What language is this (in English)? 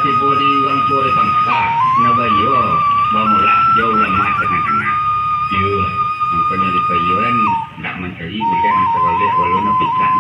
Minangkabau